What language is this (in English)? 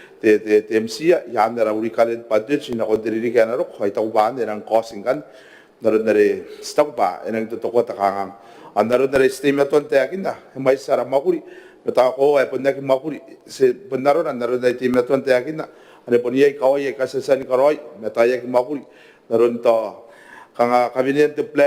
Gilbertese